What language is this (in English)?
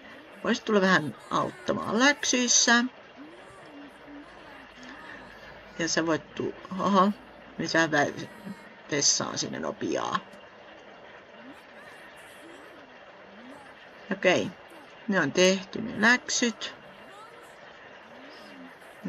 Finnish